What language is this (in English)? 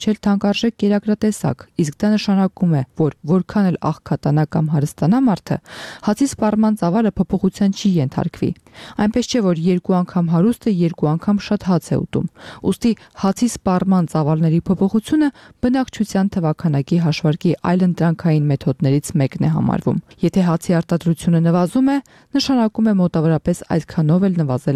Armenian